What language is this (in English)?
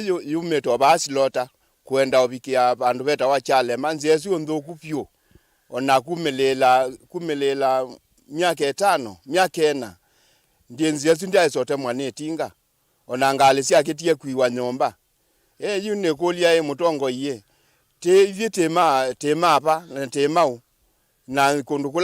Kamba